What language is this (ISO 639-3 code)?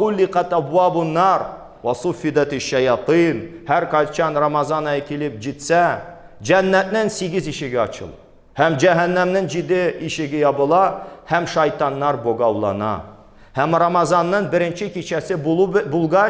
tat